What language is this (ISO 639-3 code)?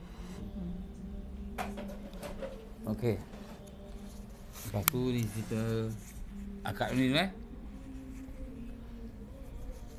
msa